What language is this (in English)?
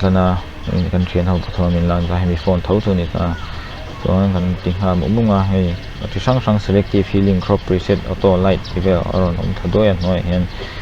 Mizo